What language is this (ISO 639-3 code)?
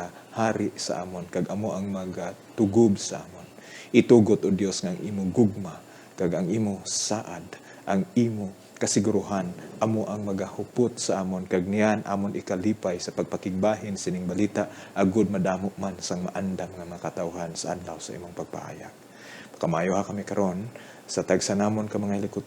hil